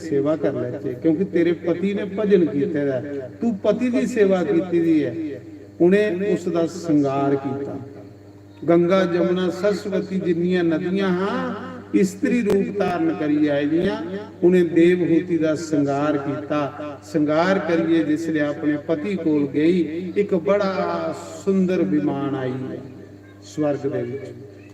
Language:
Dogri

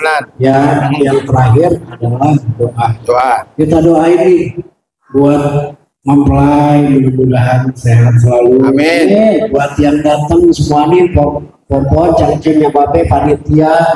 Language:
Betawi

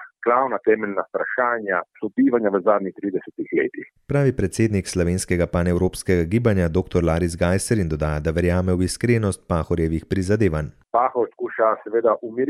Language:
Slovenian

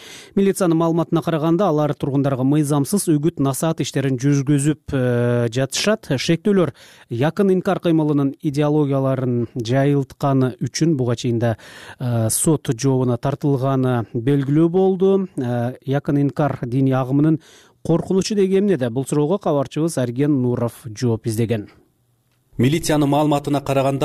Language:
Kyrgyz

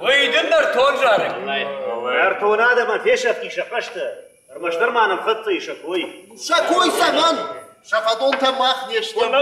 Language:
Ossetic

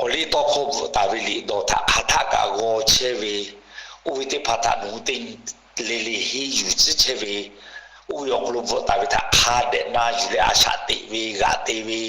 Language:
Lahu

